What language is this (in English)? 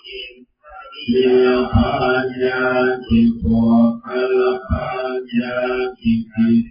Pali